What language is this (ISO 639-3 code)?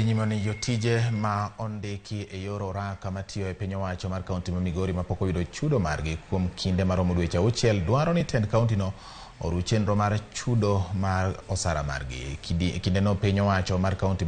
luo